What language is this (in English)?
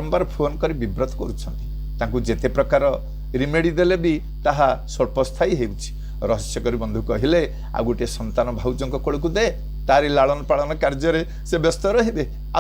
Odia